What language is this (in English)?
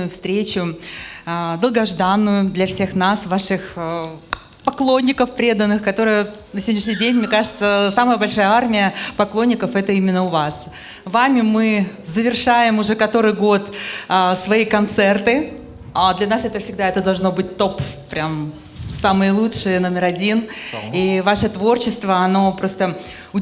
Crimean Tatar